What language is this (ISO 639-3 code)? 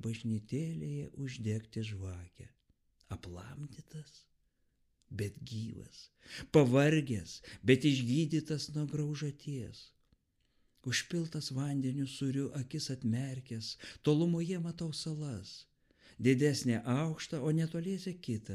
lit